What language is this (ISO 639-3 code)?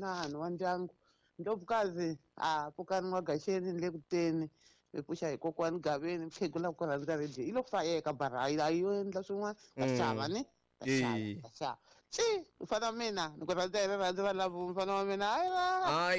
tso